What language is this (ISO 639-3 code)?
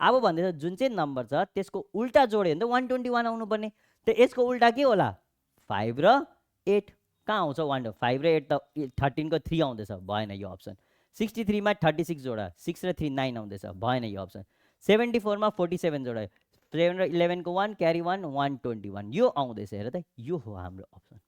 nep